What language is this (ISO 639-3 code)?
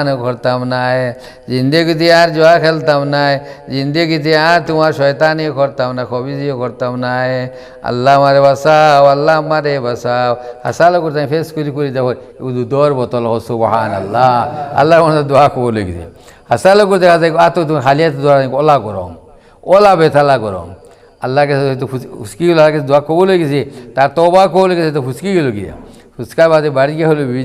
syl